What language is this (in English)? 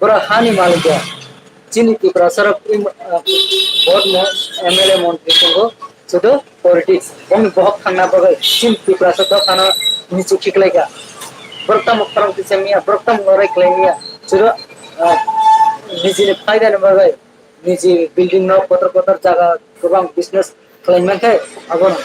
Kok Borok